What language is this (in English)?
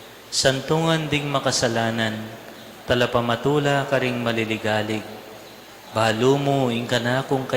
Pampanga